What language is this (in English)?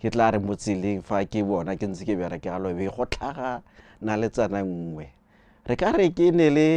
Tswana